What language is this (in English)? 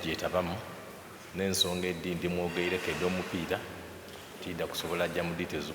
Soga